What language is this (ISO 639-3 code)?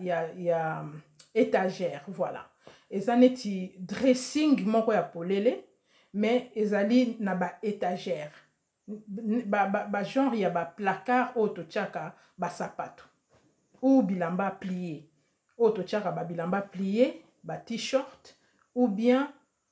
lin